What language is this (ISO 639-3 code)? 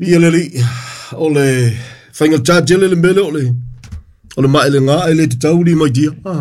smo